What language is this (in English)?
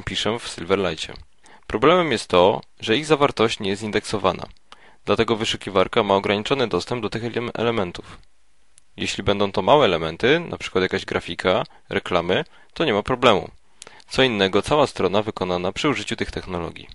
Polish